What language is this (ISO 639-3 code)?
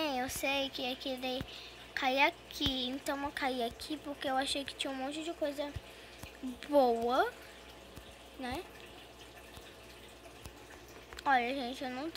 por